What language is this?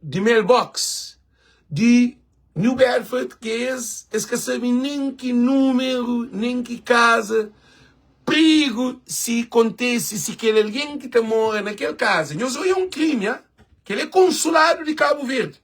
Kabuverdianu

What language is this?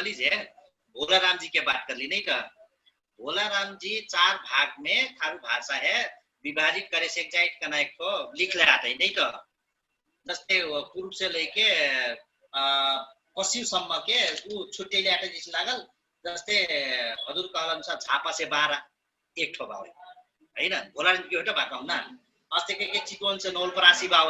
Dangaura Tharu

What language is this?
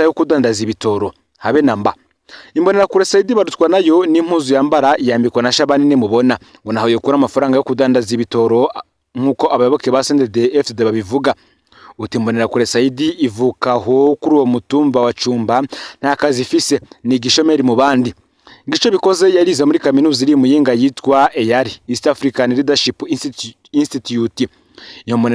Rundi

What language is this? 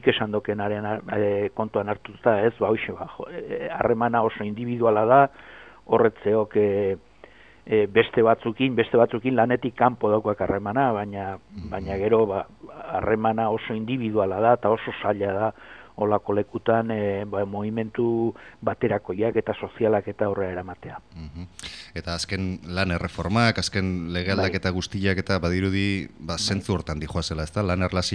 Basque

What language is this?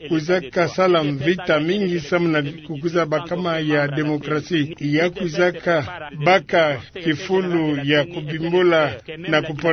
Kituba (Democratic Republic of Congo)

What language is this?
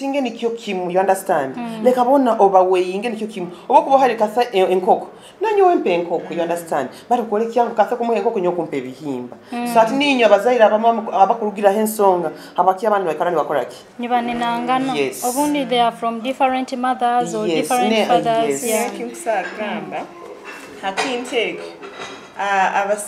Nyoro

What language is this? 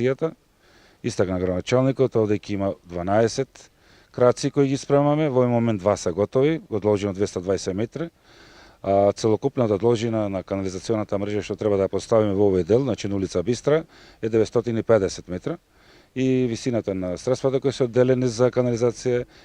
Macedonian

